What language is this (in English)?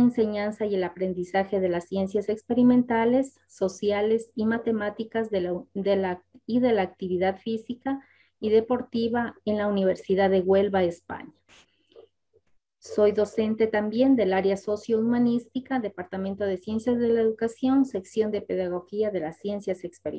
Spanish